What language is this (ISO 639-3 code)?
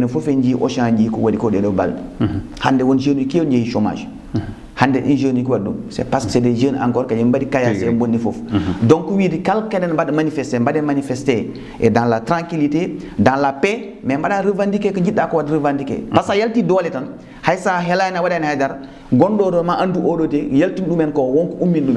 ful